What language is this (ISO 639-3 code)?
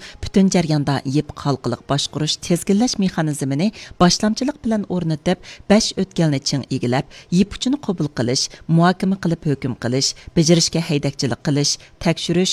uig